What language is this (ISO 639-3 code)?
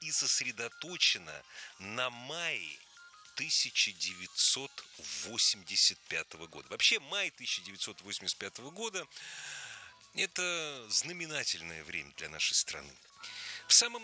rus